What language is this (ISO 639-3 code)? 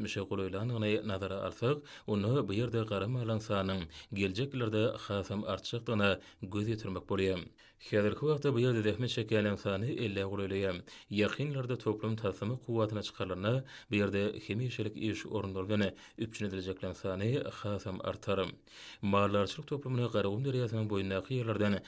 tuk